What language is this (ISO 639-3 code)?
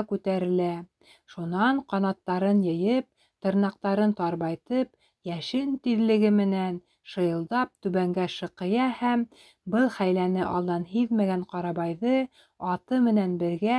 bak